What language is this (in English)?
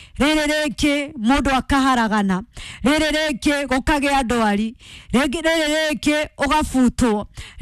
Kikuyu